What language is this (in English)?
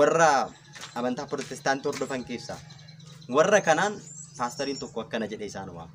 Oromo